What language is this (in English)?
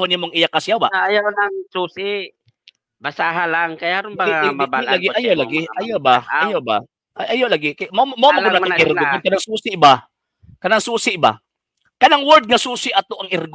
Cebuano